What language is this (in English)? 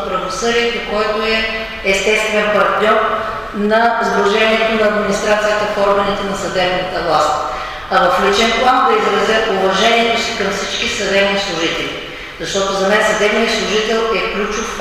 Bulgarian